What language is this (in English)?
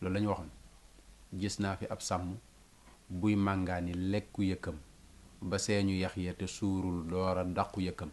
Wolof